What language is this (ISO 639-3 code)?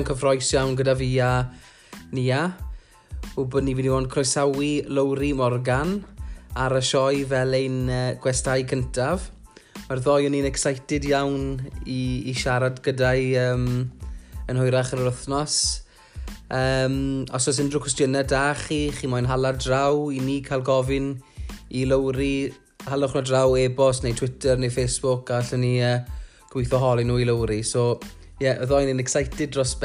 cym